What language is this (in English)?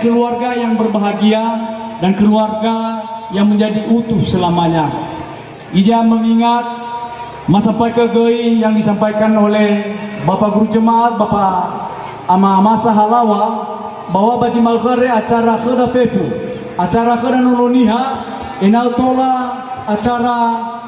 Nias